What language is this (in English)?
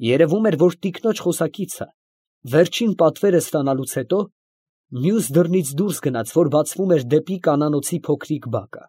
Armenian